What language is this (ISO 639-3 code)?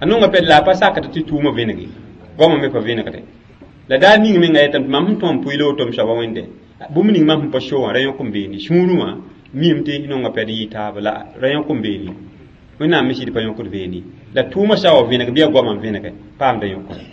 mos